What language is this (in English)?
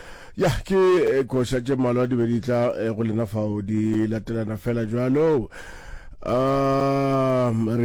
Northern Sotho